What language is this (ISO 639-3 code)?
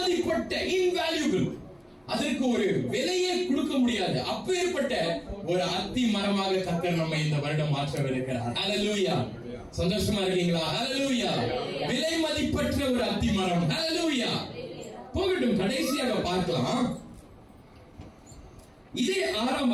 tam